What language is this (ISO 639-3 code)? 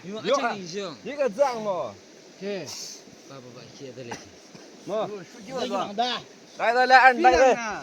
yim